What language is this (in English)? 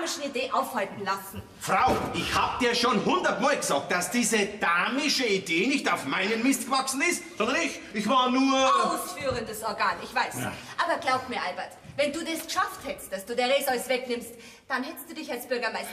Bavarian